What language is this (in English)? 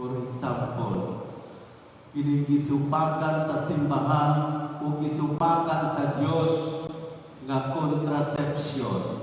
Cebuano